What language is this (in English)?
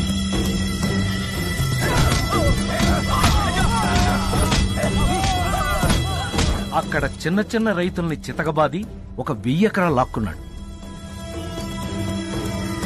Telugu